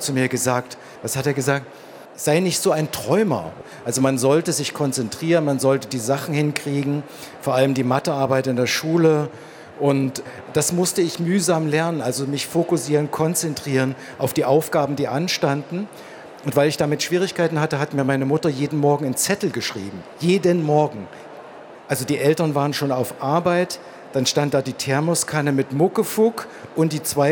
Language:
German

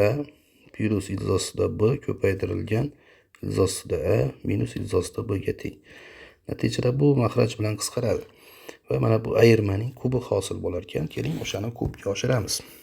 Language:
Uzbek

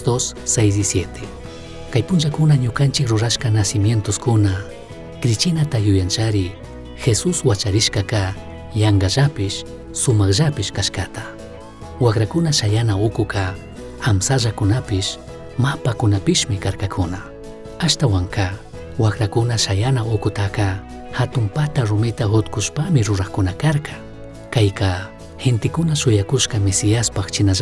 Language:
Chimborazo Highland Quichua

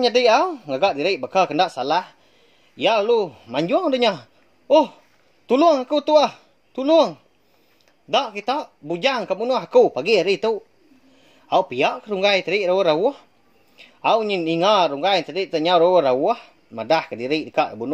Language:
Iban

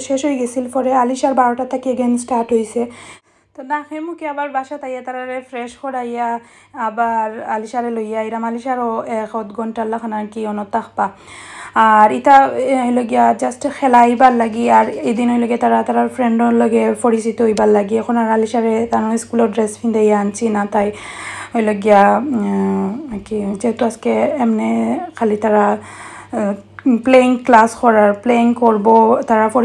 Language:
Sylheti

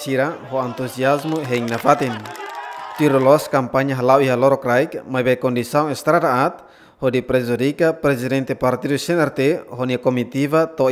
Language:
Tetum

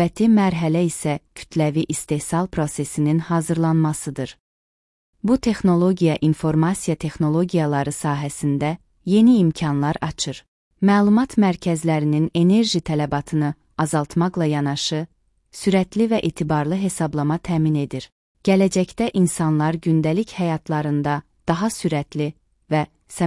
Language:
Azerbaijani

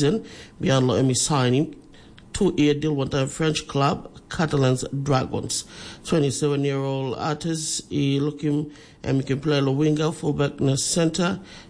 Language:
Tok Pisin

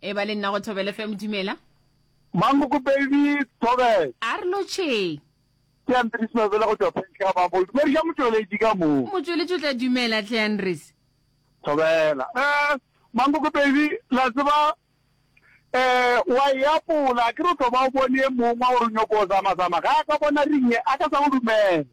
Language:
Northern Sotho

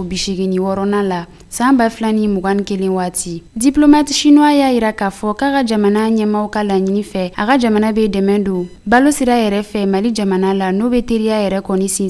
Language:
Bambara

